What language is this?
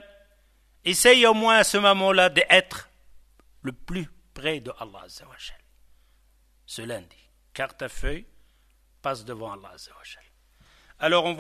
French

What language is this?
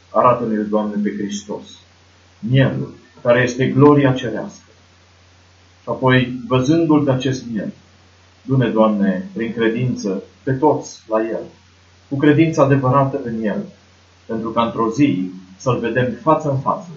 Romanian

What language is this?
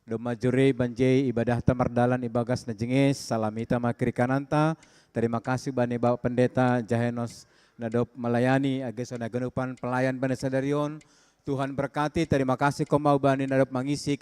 Batak Simalungun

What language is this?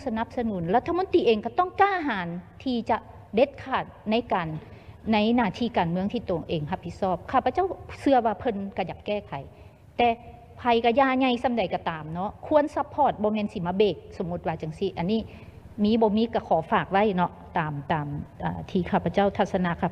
Lao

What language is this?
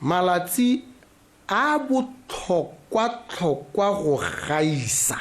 Tswana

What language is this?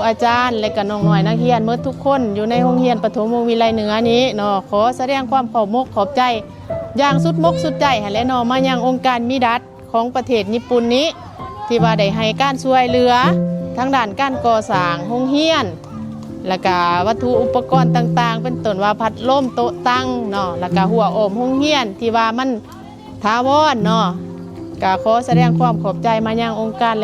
Lao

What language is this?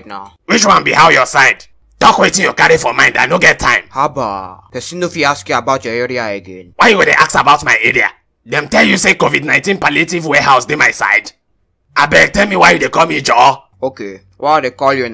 Nigerian Pidgin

